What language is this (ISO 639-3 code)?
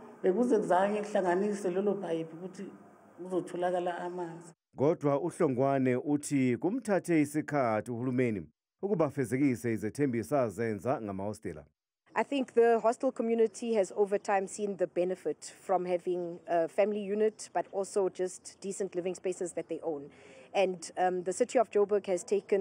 zul